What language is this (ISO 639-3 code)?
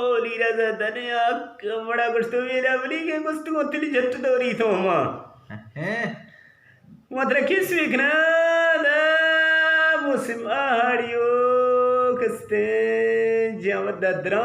bgp